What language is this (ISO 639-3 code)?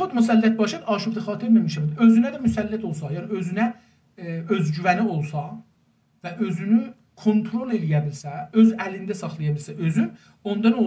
azb